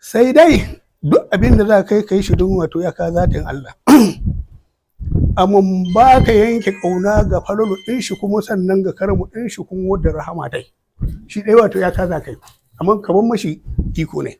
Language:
Hausa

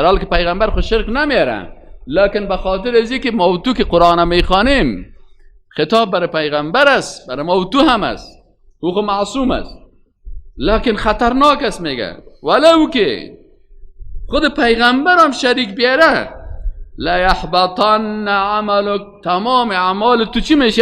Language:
Persian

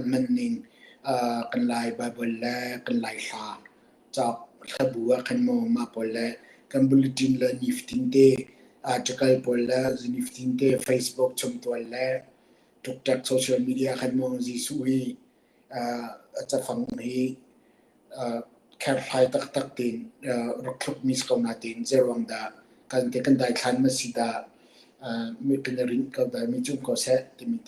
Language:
Hakha Chin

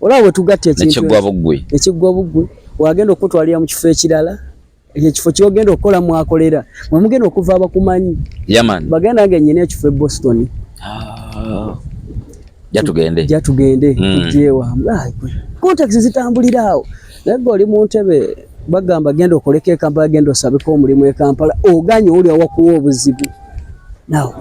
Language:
Ganda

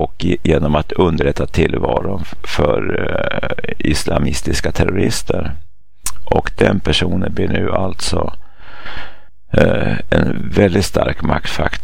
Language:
Swedish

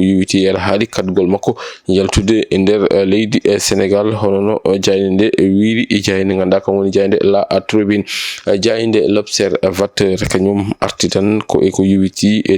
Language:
Fula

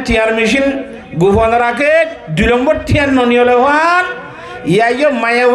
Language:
Rohingya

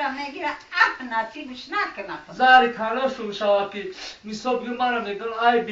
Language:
Tajik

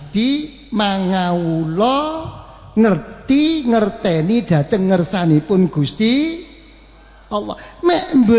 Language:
Javanese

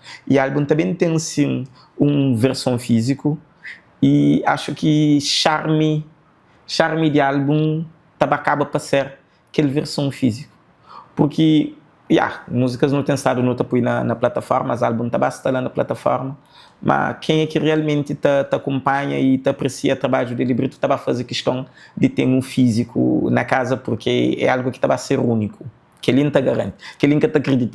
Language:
Kabuverdianu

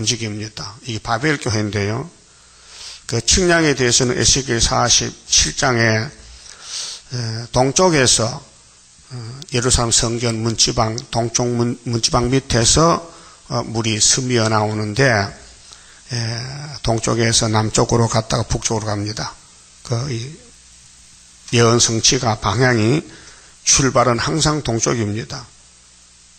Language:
Korean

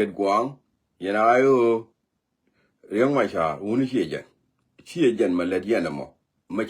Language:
Nuer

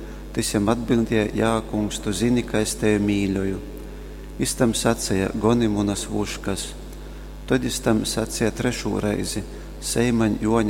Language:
Latgalian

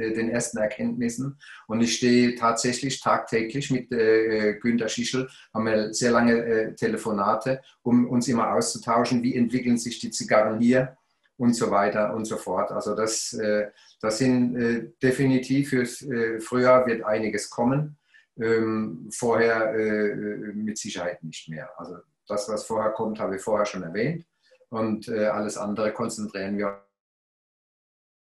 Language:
German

